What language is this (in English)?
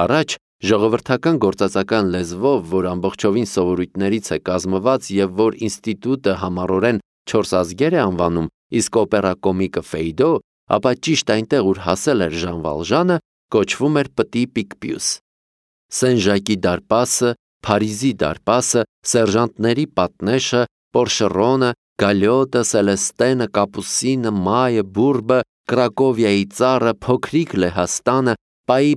Armenian